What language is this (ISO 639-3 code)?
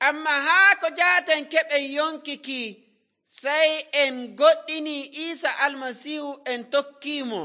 fuv